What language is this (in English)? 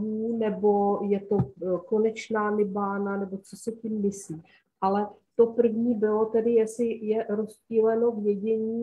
Czech